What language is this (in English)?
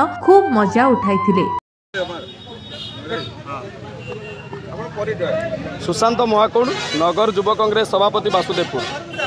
Odia